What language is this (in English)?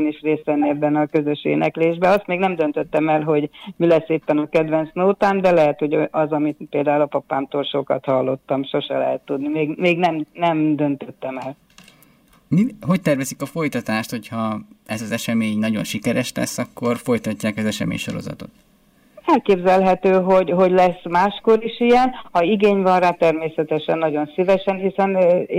Hungarian